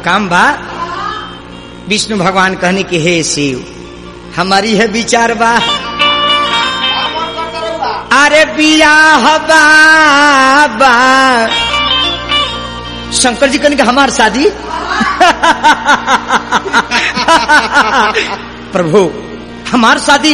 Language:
Bhojpuri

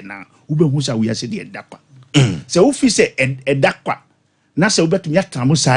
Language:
Akan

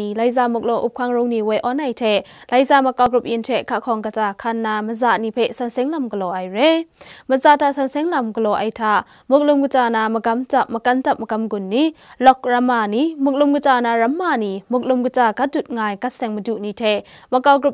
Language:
Kachin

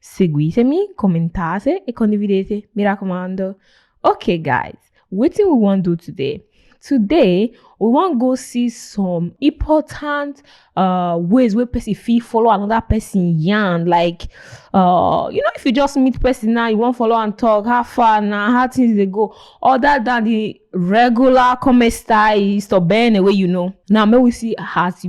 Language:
Nigerian Pidgin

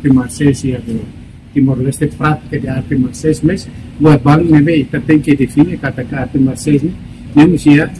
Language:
Tetum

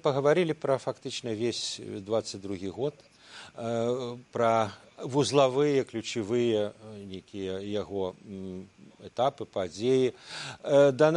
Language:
Belarusian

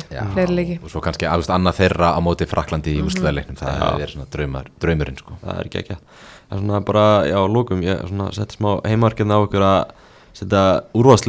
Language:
Icelandic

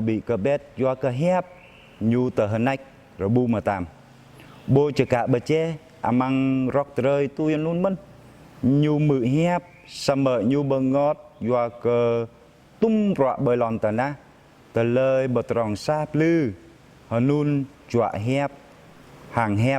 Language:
Jarai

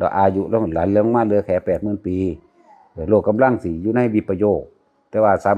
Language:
Northeastern Thai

